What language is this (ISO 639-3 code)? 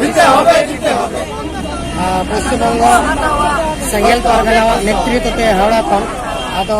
sat